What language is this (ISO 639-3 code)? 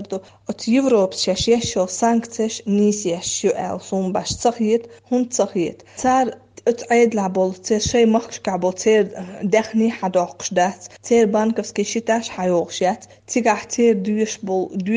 che